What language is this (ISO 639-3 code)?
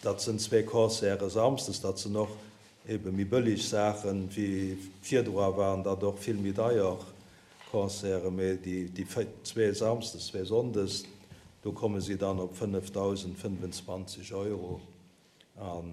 ltz